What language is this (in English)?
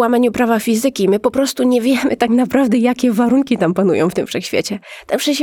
Polish